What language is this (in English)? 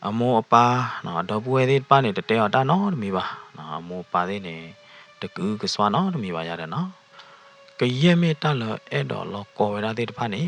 S'gaw Karen